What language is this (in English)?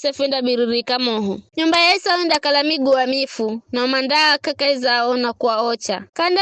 Giryama